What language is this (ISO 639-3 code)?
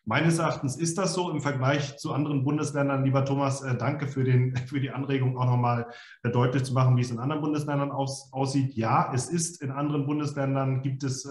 deu